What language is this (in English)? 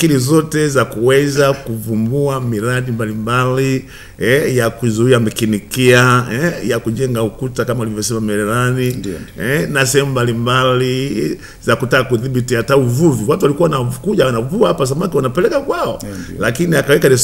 Swahili